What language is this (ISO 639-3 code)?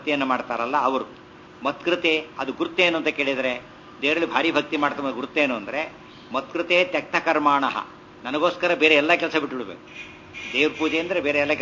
kan